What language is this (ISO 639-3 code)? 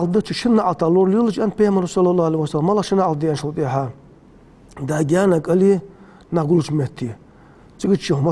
inh